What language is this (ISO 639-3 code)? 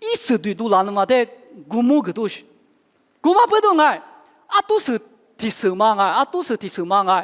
lis